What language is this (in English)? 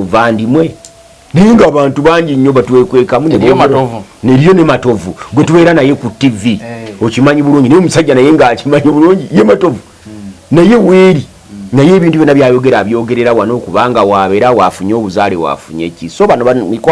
Ganda